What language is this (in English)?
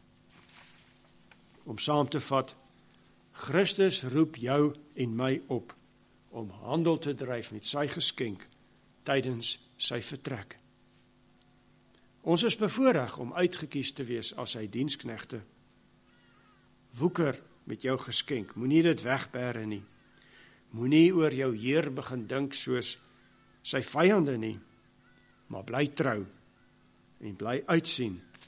Afrikaans